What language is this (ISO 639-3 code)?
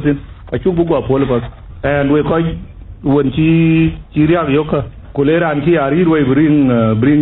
din